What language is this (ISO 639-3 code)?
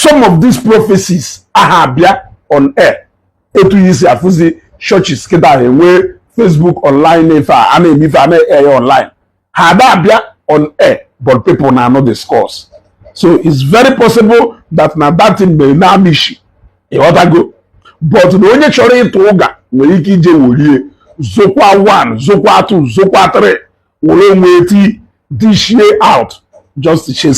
ibo